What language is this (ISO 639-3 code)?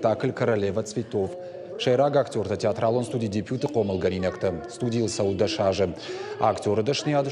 oss